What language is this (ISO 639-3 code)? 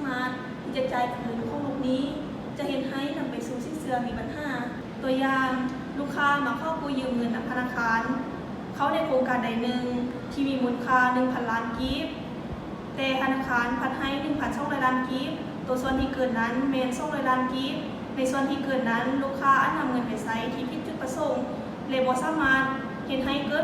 lao